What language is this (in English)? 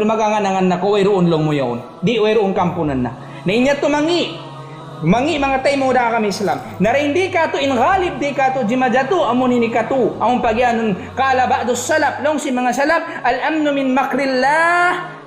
Tausug